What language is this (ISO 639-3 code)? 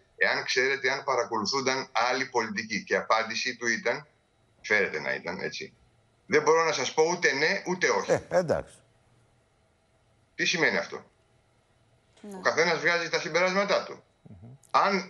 ell